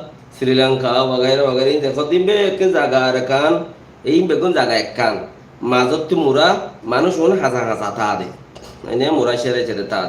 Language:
Rohingya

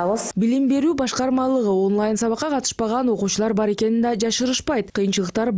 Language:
Kyrgyz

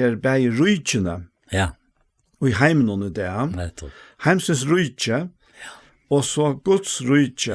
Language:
Faroese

